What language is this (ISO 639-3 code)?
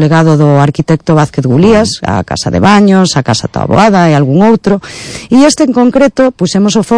glg